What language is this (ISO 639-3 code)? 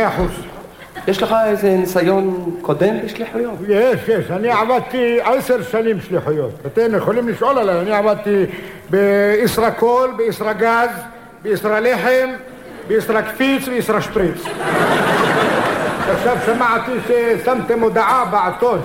heb